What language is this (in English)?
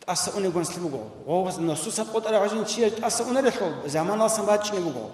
Avaric